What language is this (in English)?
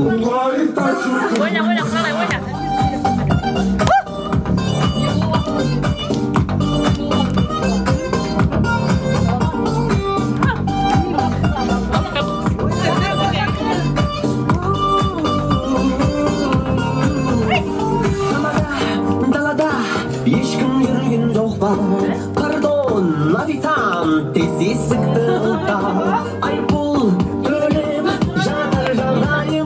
Kazakh